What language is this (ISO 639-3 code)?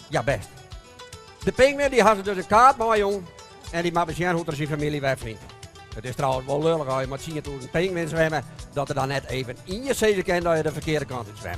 fry